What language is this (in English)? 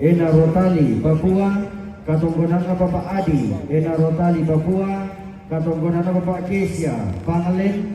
Toraja-Sa'dan